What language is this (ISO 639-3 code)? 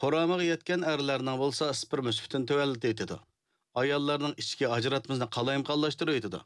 uig